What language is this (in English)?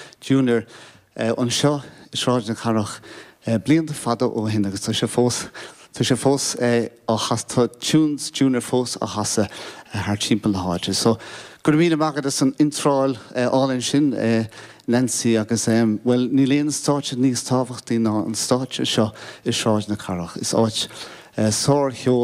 Irish